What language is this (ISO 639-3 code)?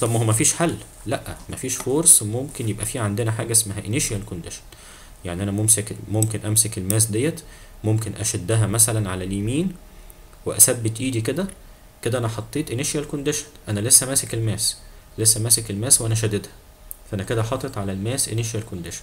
arz